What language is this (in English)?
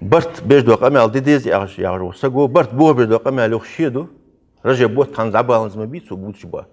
Ingush